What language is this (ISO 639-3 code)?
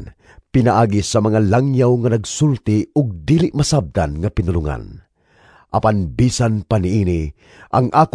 ceb